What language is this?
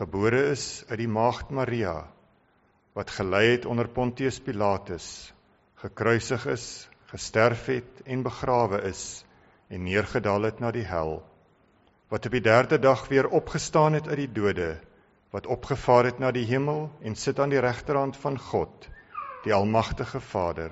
Afrikaans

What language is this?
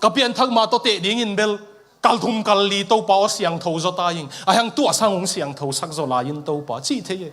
Tedim Chin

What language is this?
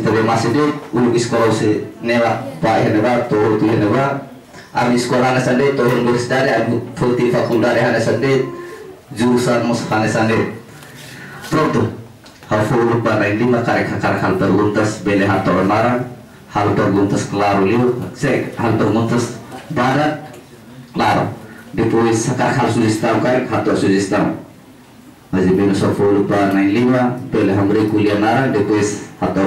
Tetum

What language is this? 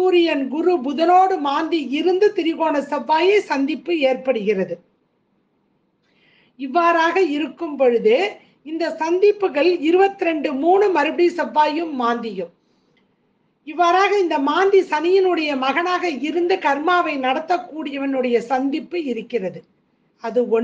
Tamil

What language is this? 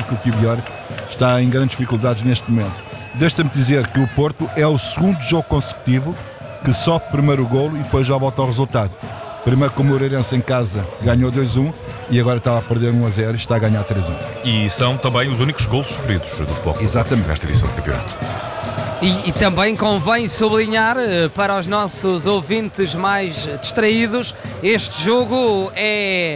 Portuguese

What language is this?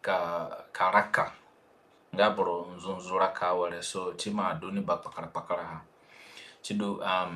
Zande (individual language)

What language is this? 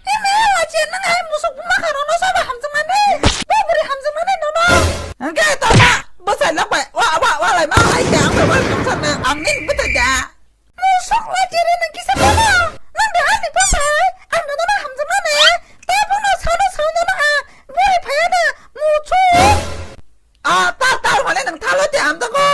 Kok Borok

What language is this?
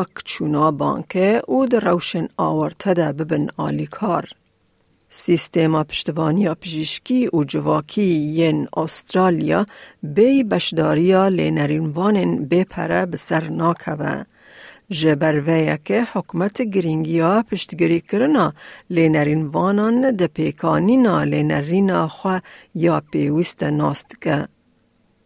Kurdish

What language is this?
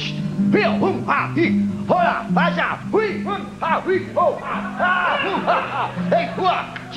Colognian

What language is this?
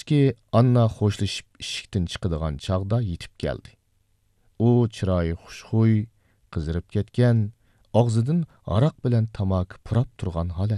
Uyghur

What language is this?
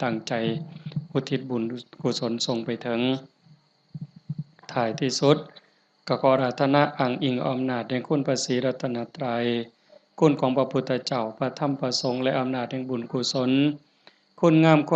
Lao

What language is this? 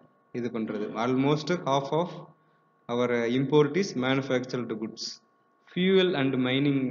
Tamil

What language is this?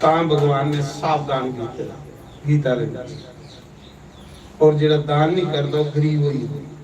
Dogri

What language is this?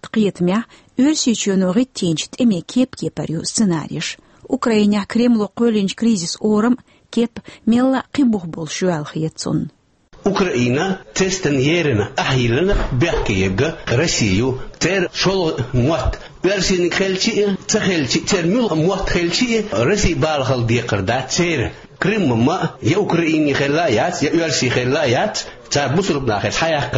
Chechen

